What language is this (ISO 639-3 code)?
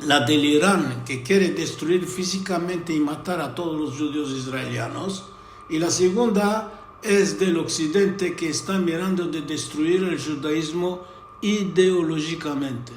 lad